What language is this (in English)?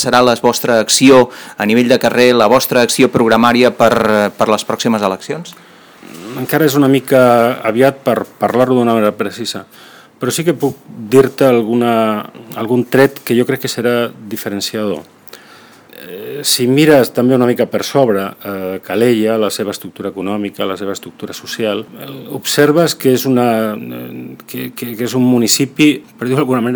Catalan